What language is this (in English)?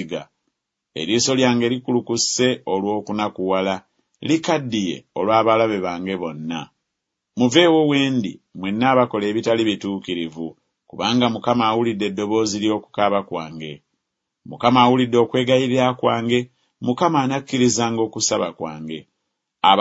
Ganda